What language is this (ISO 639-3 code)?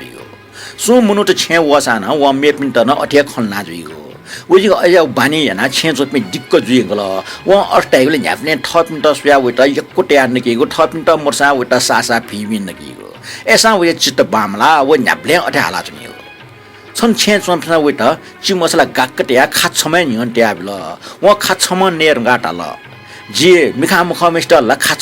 new